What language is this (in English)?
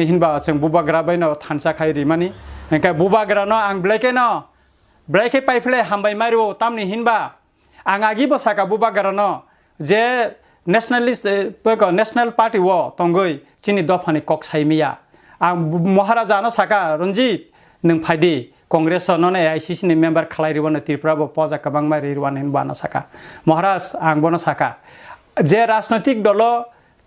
Kok Borok